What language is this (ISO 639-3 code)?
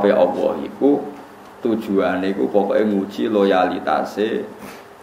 jav